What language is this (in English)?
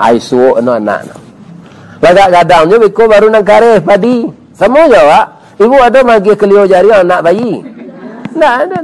Minangkabau